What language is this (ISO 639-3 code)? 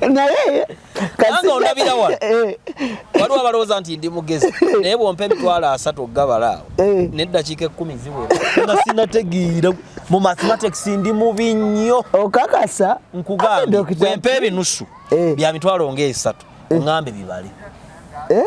lug